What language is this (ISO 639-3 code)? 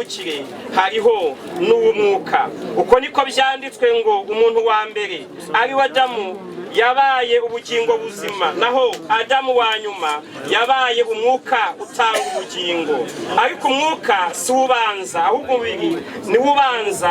kin